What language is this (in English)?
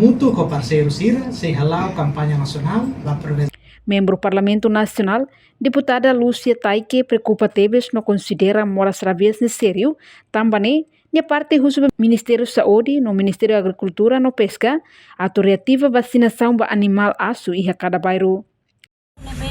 Tetum